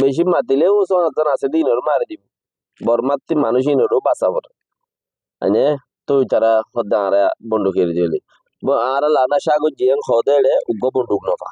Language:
Rohingya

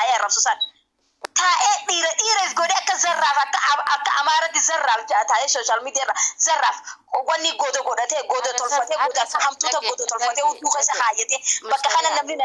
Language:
Oromo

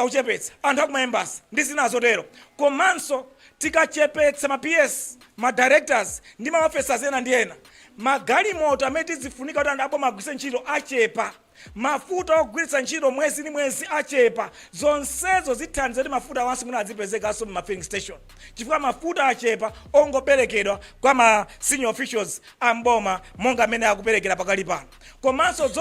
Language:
Nyanja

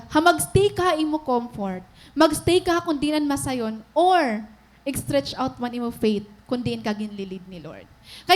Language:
Waray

